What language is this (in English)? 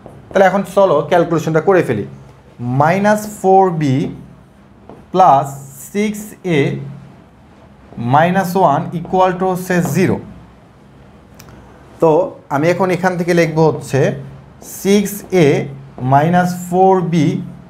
Bangla